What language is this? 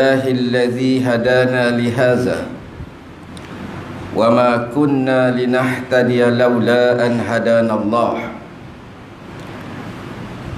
Malay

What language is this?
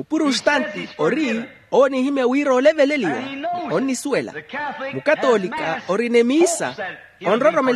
Makhuwa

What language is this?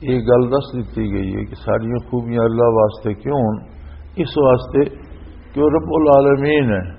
Western Panjabi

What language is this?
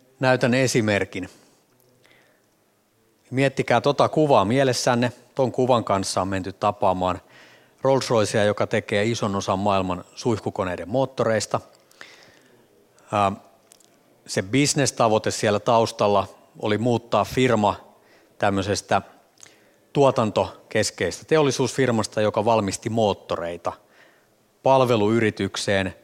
Finnish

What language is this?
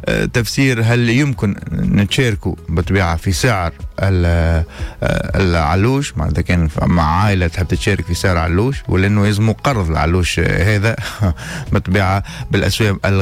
Tunisian Arabic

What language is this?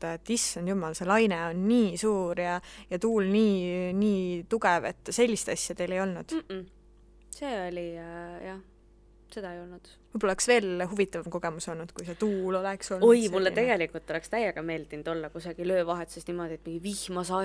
Estonian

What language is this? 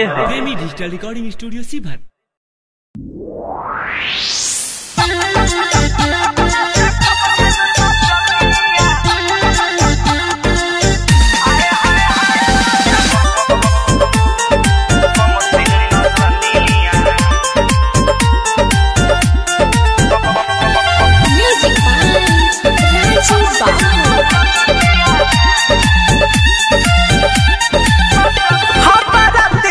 Bhojpuri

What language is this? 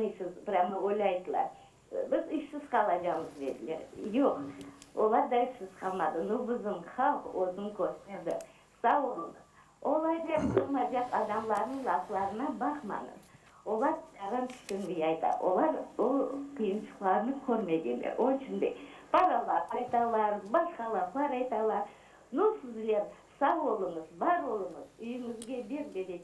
Crimean Tatar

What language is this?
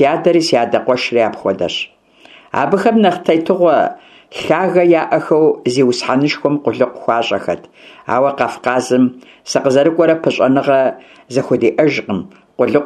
Kabardian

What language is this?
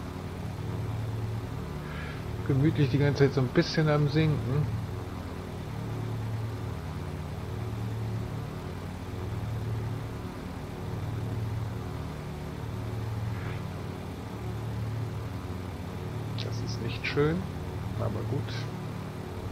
German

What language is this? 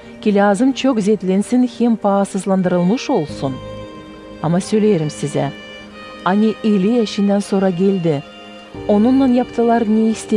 Gagauz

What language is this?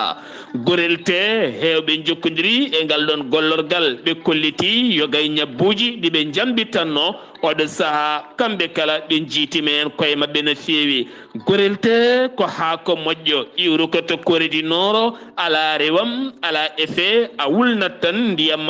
Fula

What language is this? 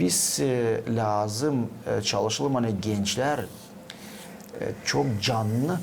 Gagauz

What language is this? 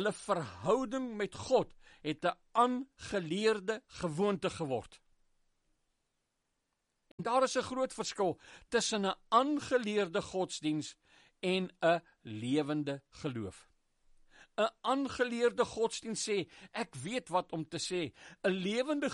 Afrikaans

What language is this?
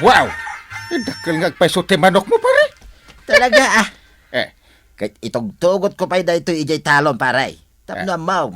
Iloko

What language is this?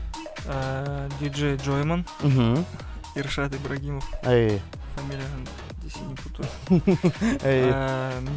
Bashkir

